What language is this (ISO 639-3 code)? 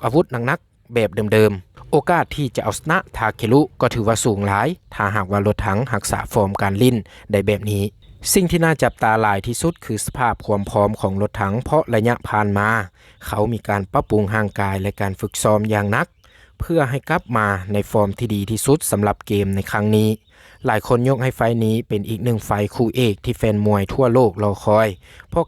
lao